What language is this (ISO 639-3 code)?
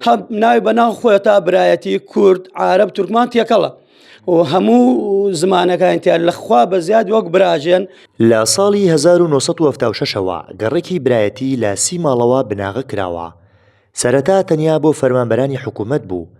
ckb